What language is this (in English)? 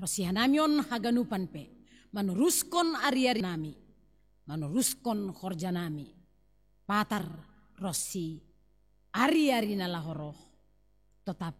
Batak Simalungun